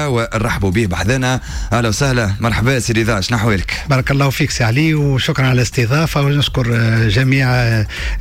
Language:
Tunisian Arabic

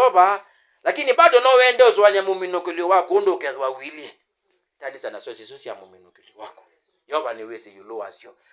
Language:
Kamba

